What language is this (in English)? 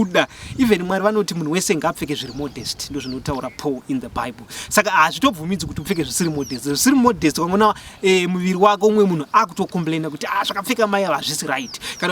Shona